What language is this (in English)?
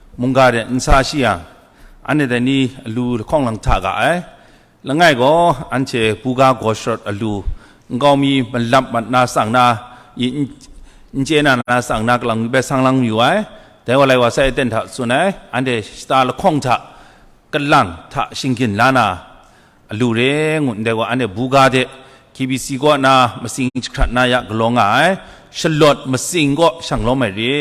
Kachin